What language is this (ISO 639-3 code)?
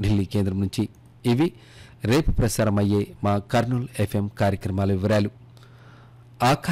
tel